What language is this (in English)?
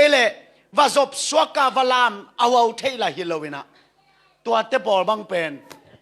Tedim Chin